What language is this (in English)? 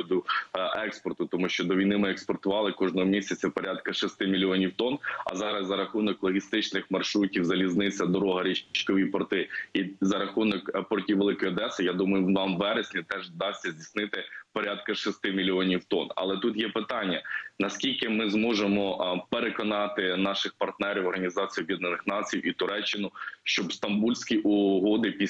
Ukrainian